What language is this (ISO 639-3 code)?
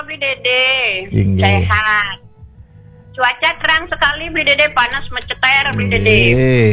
ban